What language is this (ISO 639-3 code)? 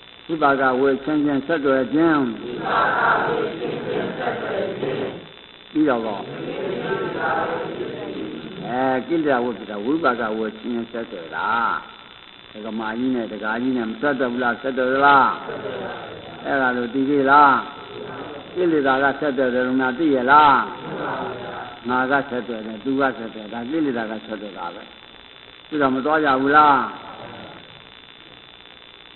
mya